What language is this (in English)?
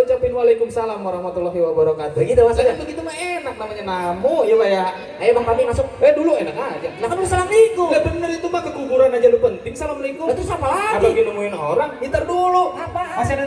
Betawi